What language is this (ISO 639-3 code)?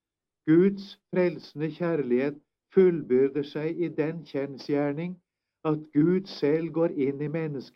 nor